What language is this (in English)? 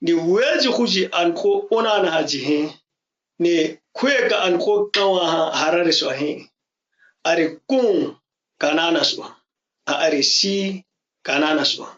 ǁGana